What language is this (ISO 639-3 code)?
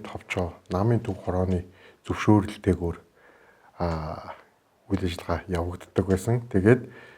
mon